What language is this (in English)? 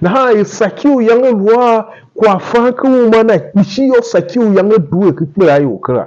Tiv